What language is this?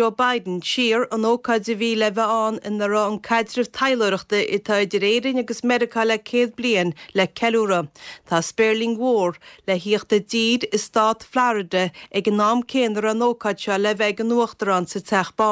Irish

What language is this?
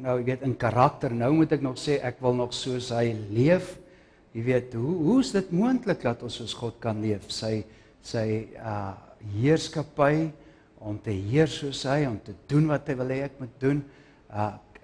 Afrikaans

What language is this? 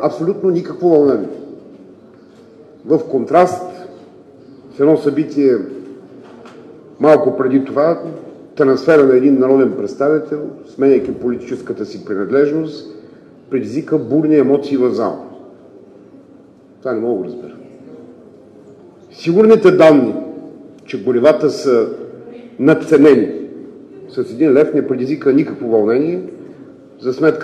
Bulgarian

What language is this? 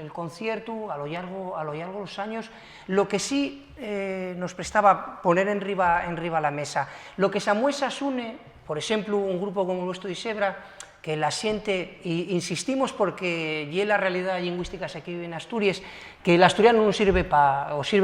Asturian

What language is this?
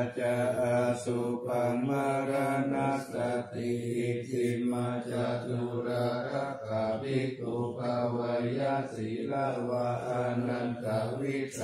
Pali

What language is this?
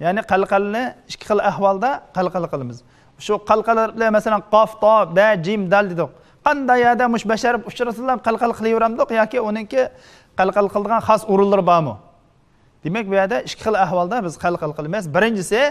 Uyghur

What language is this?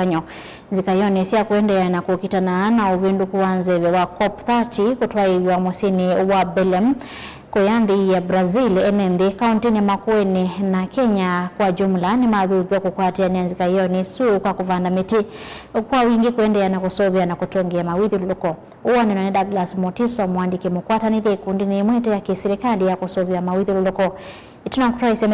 Kamba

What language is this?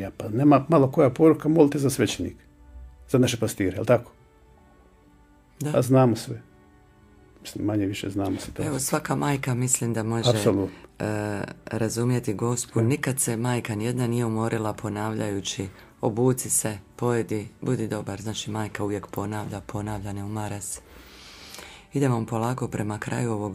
Croatian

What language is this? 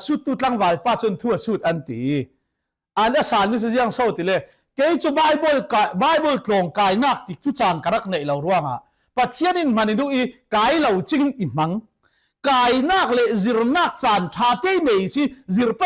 Falam Chin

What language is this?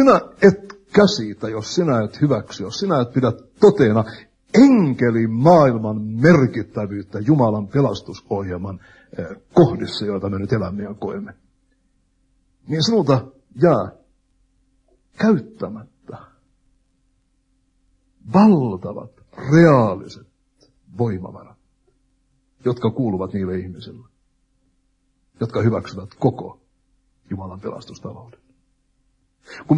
Finnish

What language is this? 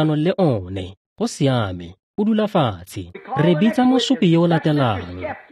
Tswana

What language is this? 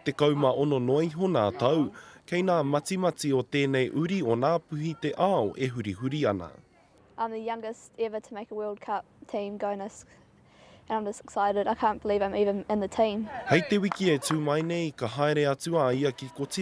Māori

